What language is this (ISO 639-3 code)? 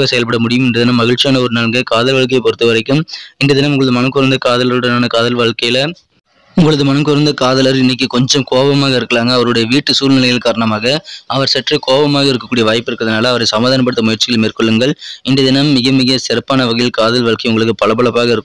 tam